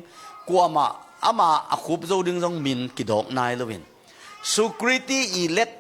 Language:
Tedim Chin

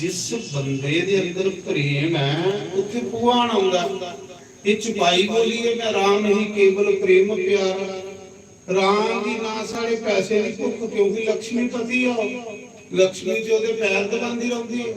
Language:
Dogri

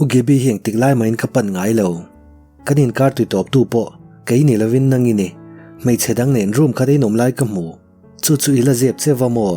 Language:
Mizo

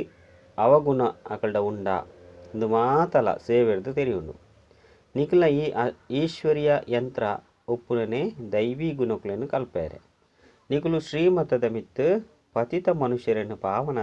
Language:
Tulu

